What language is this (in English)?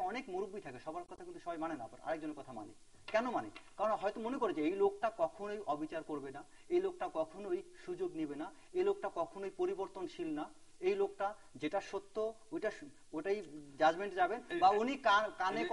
Bangla